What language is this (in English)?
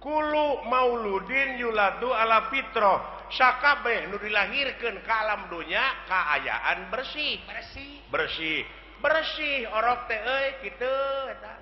Sundanese